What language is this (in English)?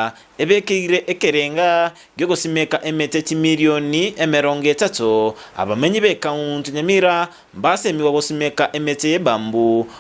Gusii